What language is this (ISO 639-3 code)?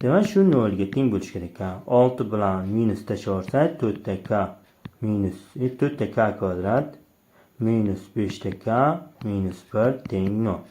uzb